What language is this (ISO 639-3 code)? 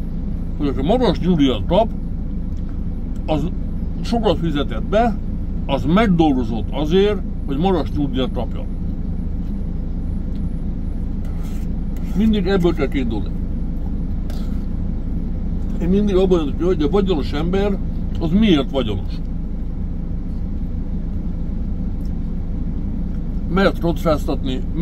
hun